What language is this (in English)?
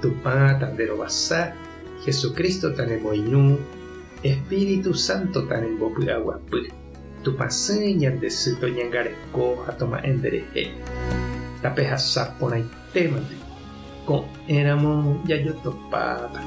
Guarani